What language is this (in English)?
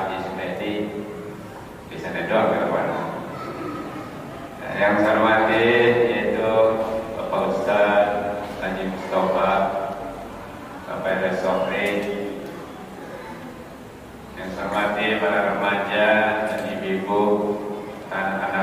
Indonesian